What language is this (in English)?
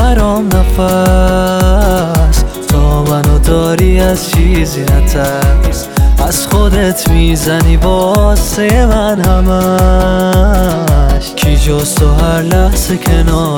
Persian